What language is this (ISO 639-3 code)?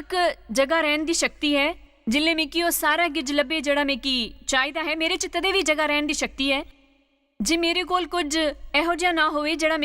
doi